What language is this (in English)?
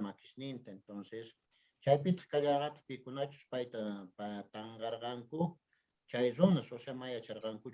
Quechua